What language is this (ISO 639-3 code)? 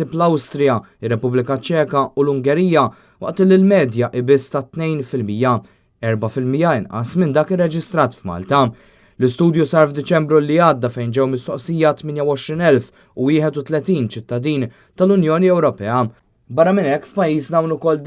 mlt